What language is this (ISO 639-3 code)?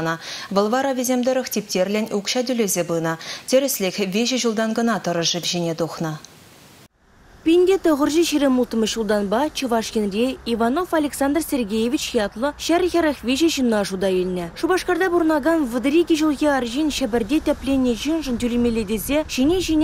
chv